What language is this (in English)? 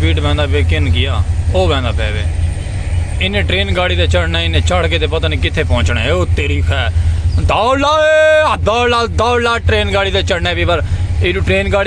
Saraiki